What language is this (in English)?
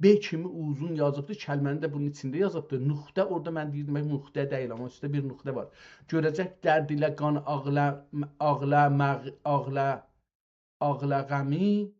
South Azerbaijani